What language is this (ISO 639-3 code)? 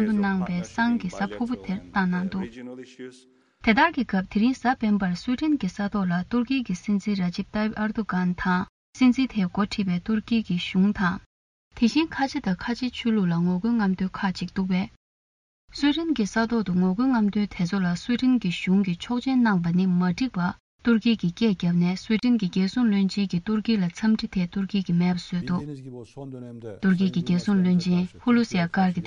bod